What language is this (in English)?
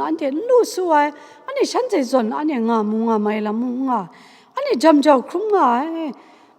Kachin